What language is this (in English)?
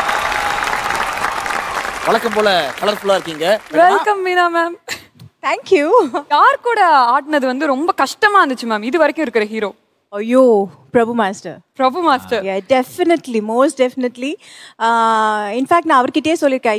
Tamil